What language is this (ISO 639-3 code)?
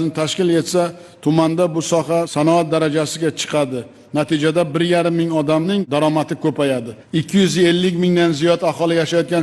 uzb